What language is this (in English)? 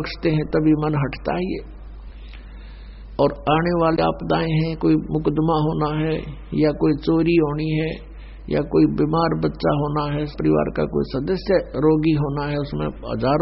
Hindi